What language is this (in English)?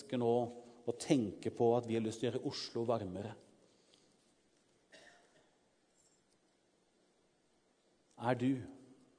Norwegian